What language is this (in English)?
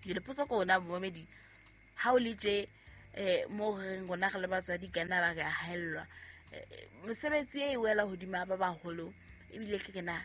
Southern Sotho